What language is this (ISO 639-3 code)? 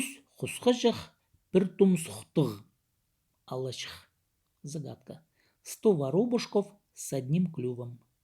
kjh